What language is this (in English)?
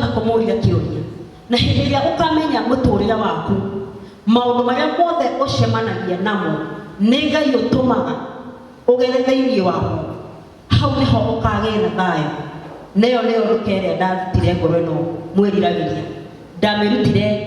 Kikuyu